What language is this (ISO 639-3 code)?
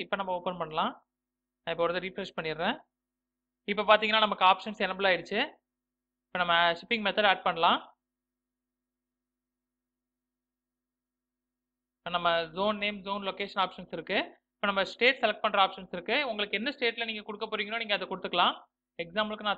tam